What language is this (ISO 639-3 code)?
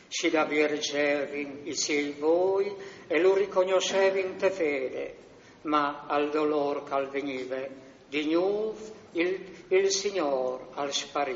fur